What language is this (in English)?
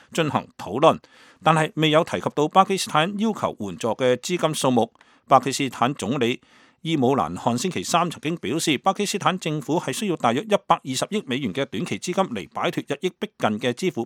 Cantonese